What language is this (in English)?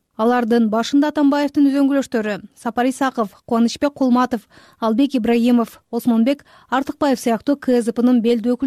Kyrgyz